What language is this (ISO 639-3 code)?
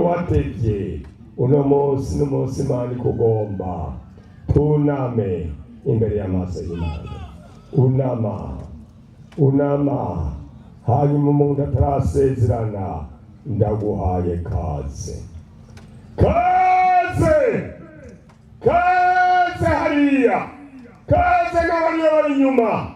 run